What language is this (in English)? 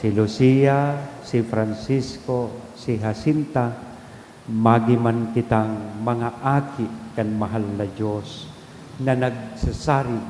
Bikol